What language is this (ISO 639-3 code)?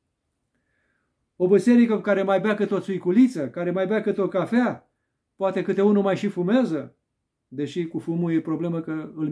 ron